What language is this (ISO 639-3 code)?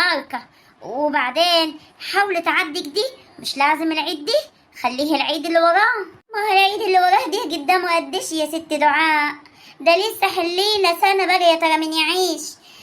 arz